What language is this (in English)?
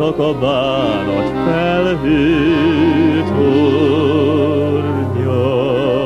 Hungarian